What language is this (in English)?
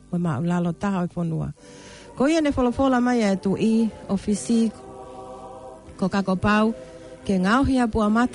Tongan